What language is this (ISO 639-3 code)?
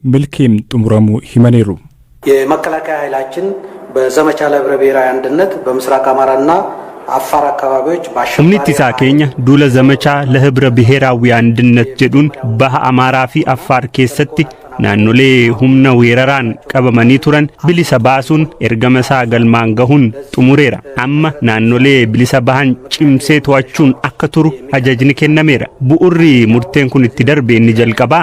orm